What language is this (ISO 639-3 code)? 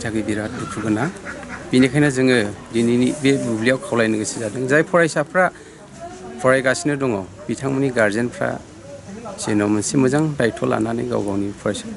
brx